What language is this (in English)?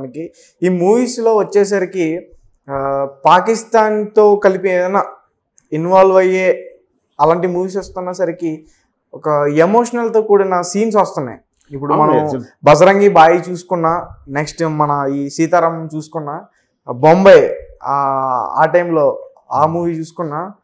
Telugu